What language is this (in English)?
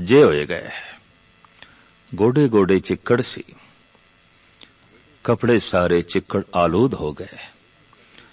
Punjabi